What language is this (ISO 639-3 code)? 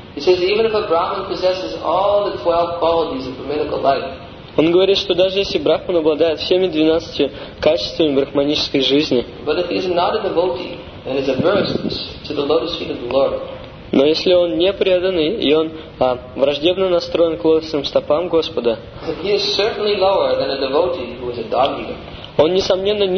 rus